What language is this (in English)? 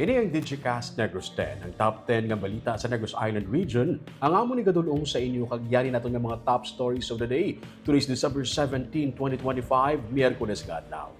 Hiligaynon